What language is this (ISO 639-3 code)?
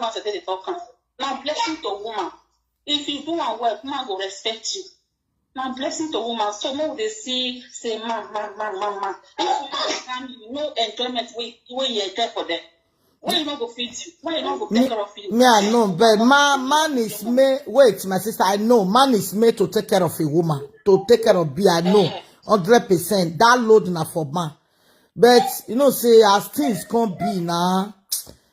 pcm